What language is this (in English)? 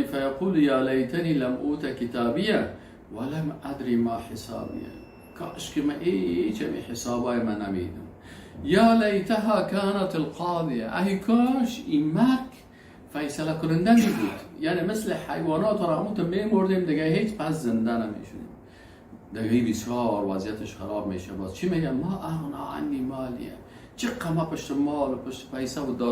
Persian